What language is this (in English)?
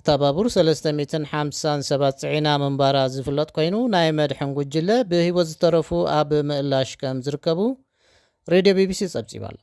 Tigrinya